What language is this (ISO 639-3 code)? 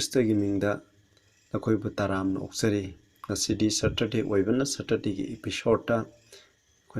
mni